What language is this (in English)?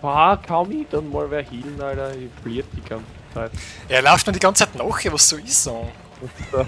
Bavarian